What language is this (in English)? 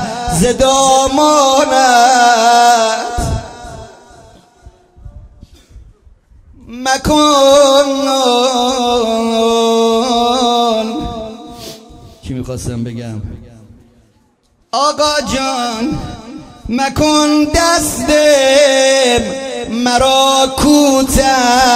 Persian